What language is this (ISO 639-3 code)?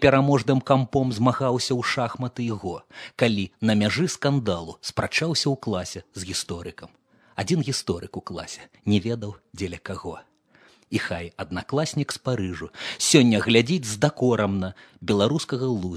bel